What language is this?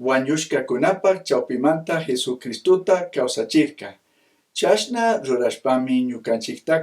Chimborazo Highland Quichua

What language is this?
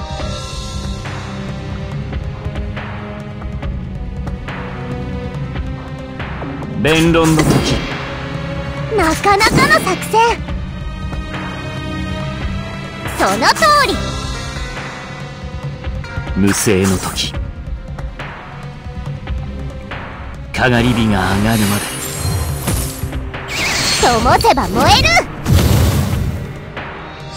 Japanese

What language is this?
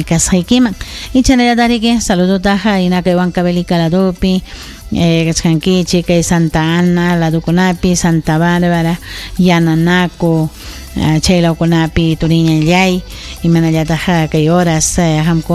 Ayacucho Quechua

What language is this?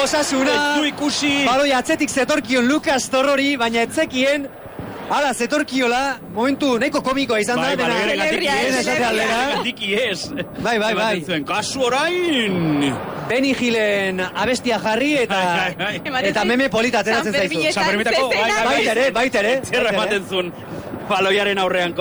Basque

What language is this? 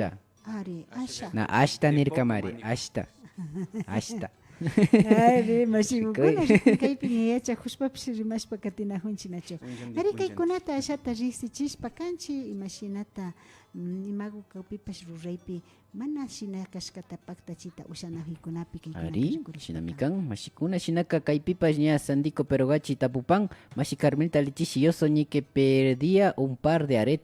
Imbabura Highland Quichua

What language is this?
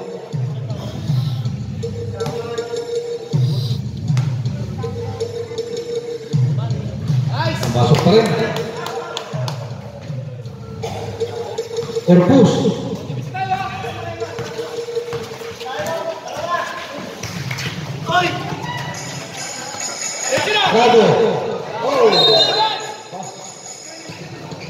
Filipino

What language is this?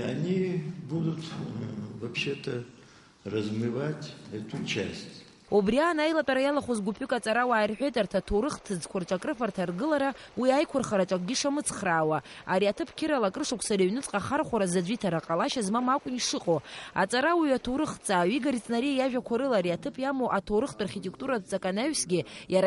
Abkhazian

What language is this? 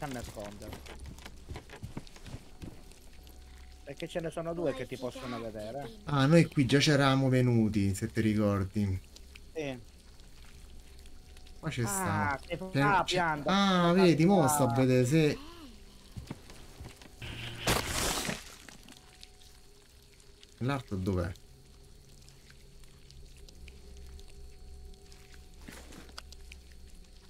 Italian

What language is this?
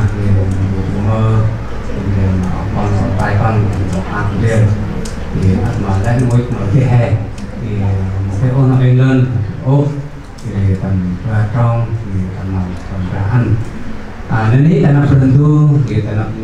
Central Mnong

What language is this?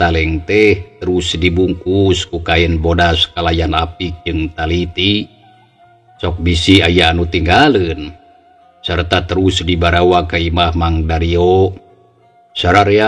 Sundanese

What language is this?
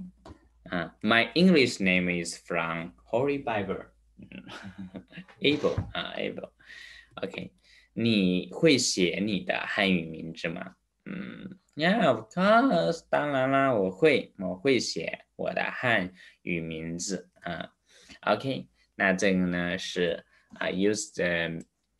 Chinese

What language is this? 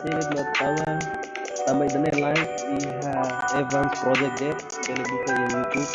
Tetum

